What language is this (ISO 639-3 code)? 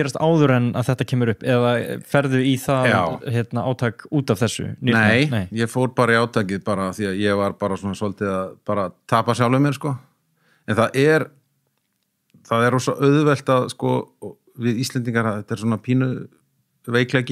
isl